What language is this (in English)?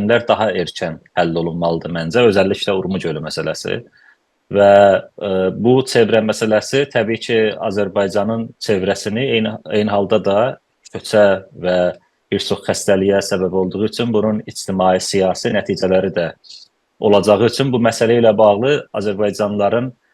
South Azerbaijani